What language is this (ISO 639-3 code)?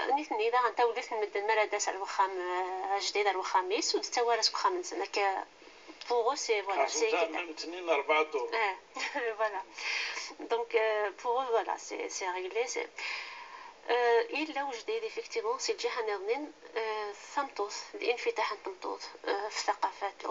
kab